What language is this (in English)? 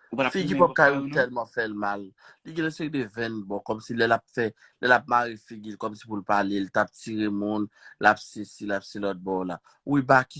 Haitian Creole